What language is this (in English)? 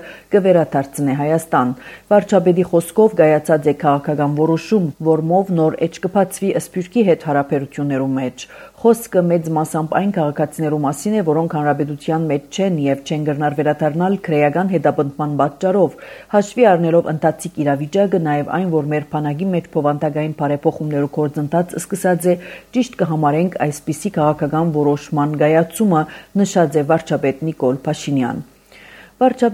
Armenian